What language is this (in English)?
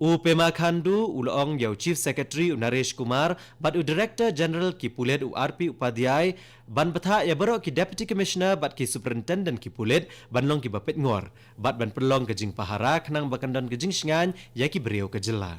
Khasi